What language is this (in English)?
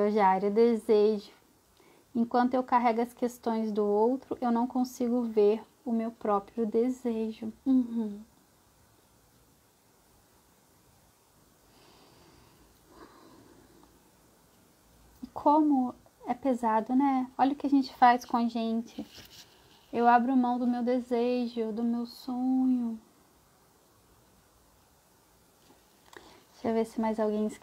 Portuguese